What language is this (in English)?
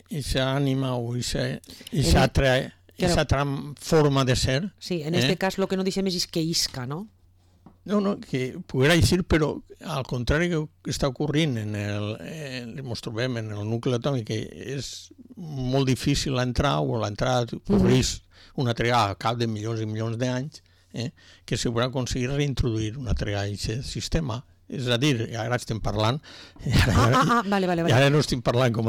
Catalan